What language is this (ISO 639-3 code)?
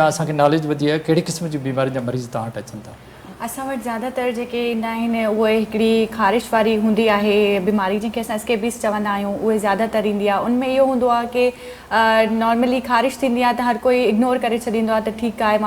snd